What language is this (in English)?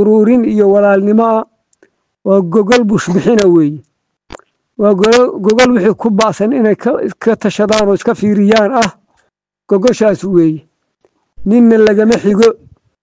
Somali